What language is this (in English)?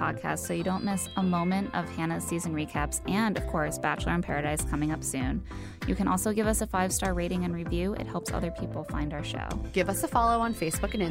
English